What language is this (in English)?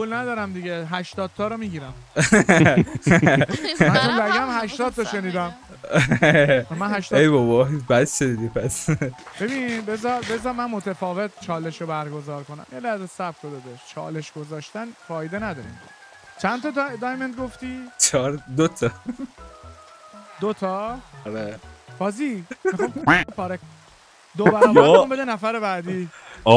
Persian